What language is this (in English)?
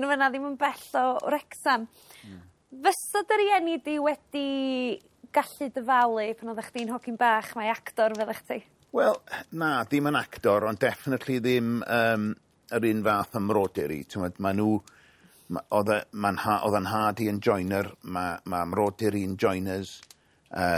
Welsh